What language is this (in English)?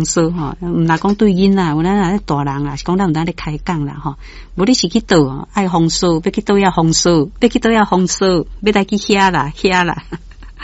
Min Nan Chinese